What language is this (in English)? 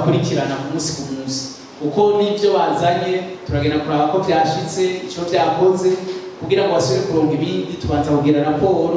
Rundi